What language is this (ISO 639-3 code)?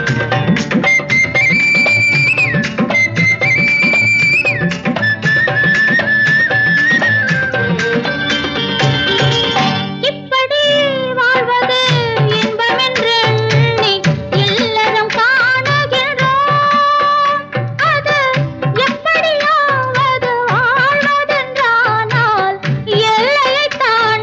tam